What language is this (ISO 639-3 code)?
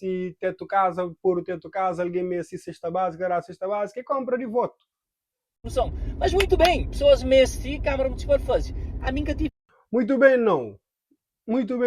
kea